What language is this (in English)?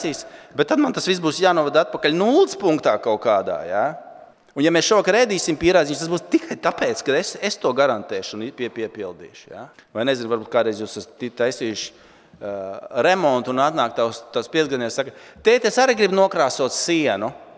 Latvian